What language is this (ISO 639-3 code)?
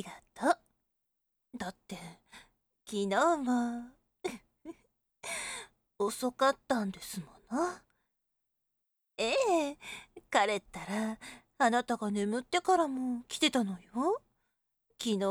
jpn